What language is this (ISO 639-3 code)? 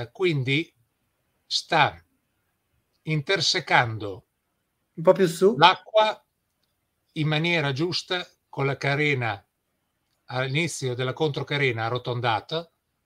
ita